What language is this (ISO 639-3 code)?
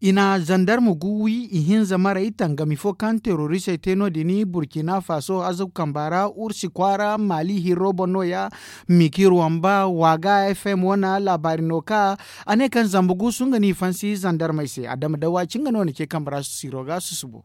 dje